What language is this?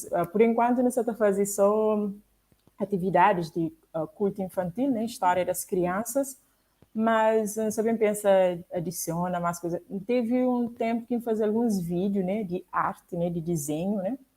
Kabuverdianu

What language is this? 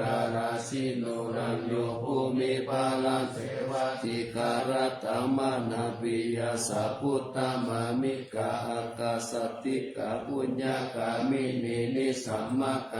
Pali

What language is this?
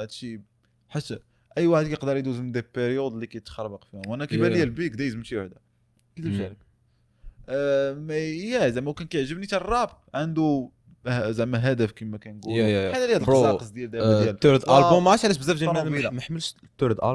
Moroccan Arabic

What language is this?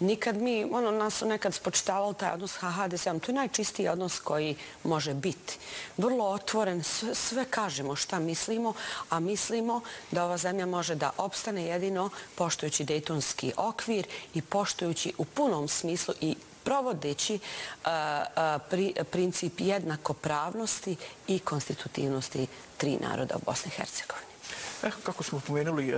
Bosnian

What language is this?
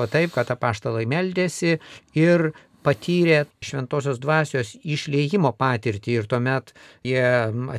Lithuanian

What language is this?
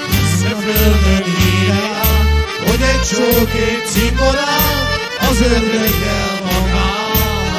Hungarian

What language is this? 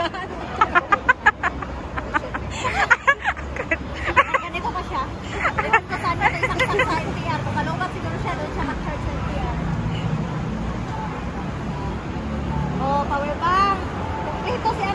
Filipino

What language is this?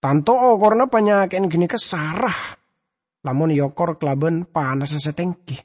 Madurese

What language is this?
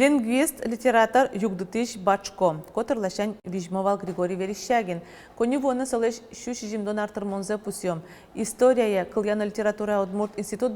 Udmurt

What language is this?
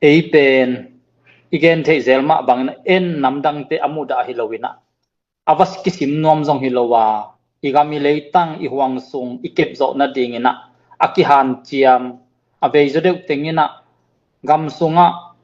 Tedim Chin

